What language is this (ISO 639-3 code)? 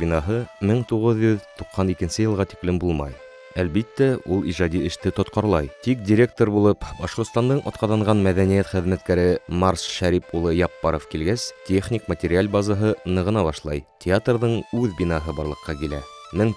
bak